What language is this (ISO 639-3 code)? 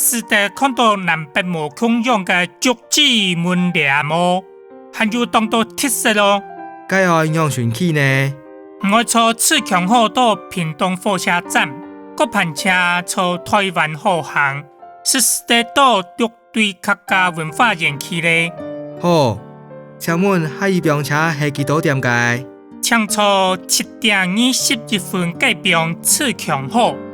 hak